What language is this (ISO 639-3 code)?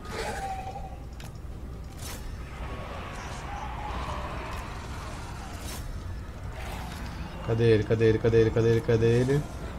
por